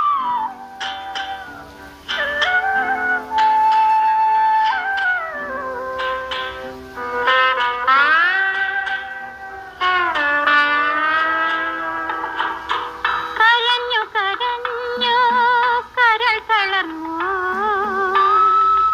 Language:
Malayalam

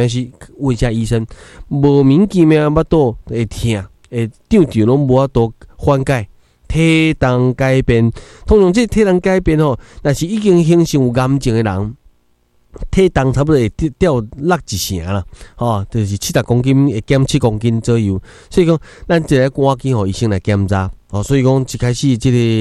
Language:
Min Nan Chinese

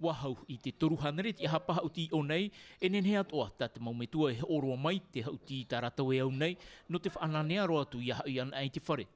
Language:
Tahitian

